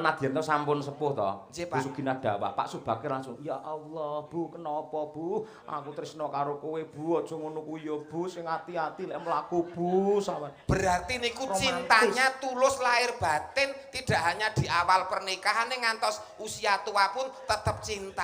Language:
Javanese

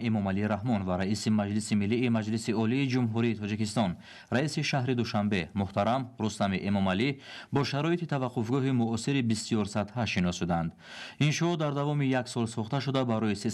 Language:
Tajik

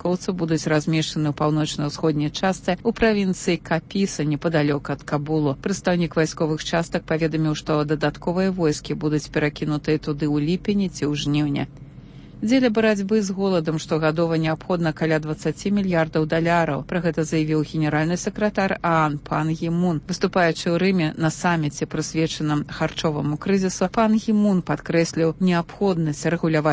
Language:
Belarusian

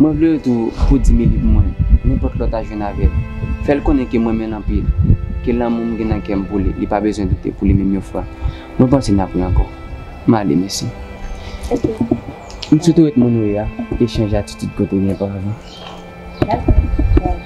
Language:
Haitian Creole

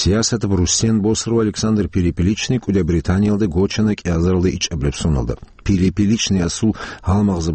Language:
Avaric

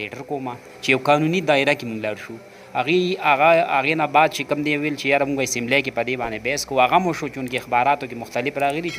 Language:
Pashto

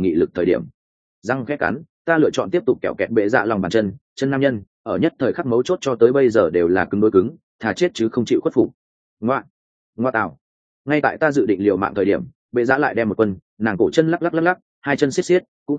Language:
Vietnamese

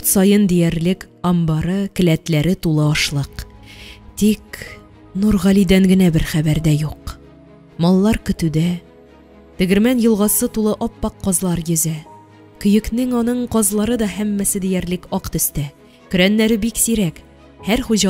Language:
Tatar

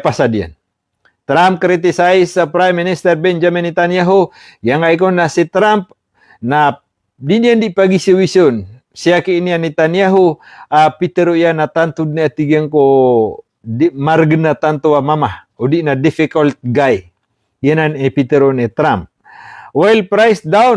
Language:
Maranao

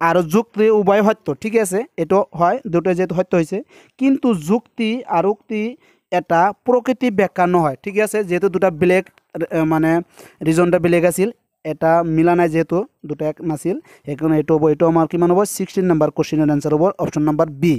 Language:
Assamese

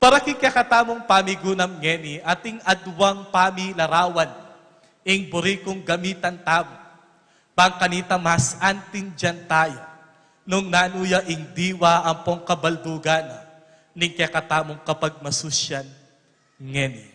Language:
Pampanga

